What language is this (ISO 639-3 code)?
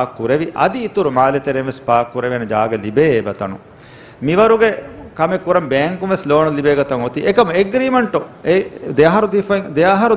div